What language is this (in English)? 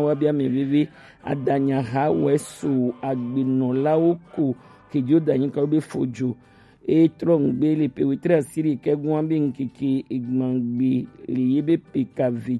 Gen